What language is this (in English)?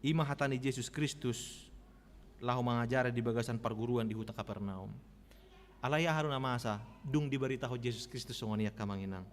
Batak Toba